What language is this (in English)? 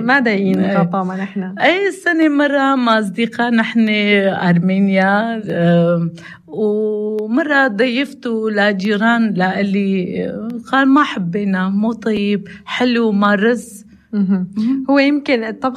North Levantine Arabic